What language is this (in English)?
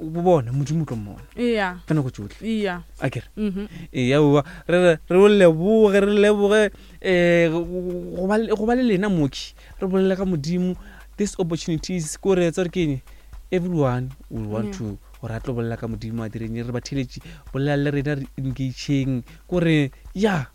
Northern Sotho